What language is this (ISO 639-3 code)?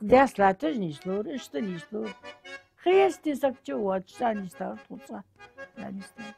inh